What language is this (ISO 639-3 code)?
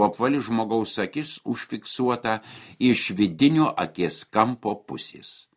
lit